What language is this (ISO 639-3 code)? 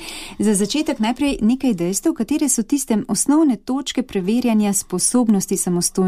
slv